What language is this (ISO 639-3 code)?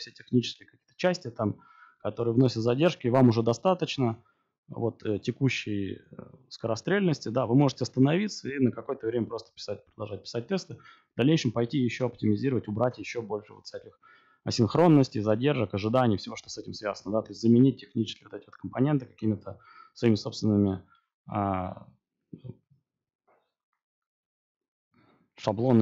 rus